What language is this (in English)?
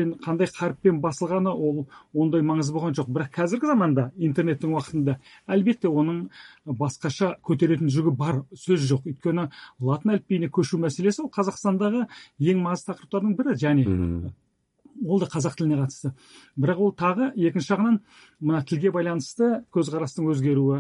Kazakh